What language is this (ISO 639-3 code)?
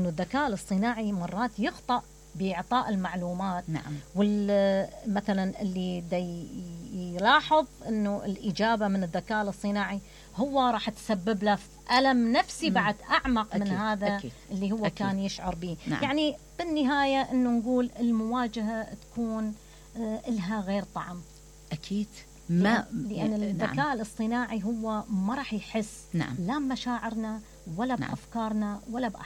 acm